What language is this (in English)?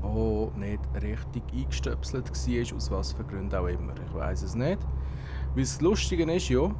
Swiss German